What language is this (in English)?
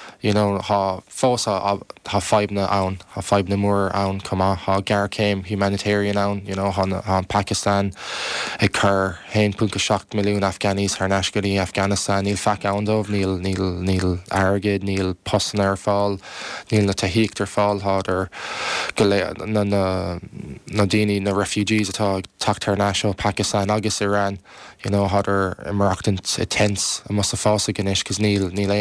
Irish